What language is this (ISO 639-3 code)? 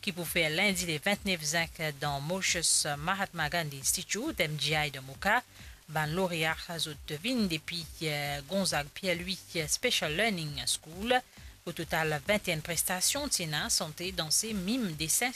mfe